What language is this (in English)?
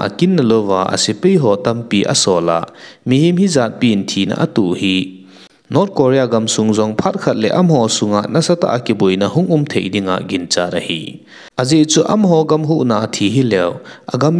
Thado Chin